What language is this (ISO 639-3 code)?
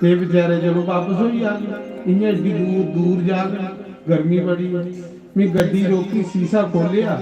doi